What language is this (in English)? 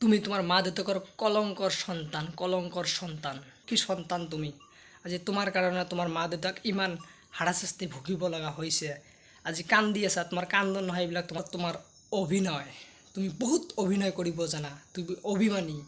Assamese